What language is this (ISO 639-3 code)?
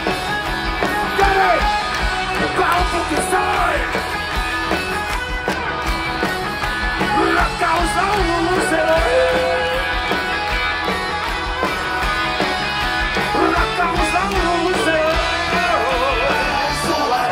fin